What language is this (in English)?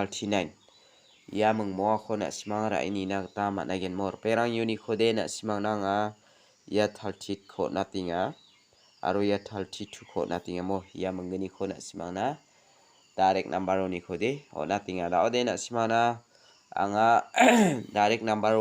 Garo